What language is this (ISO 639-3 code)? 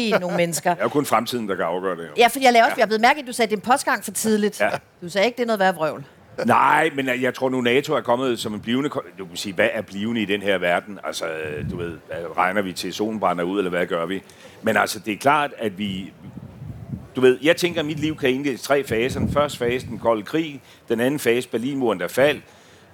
dan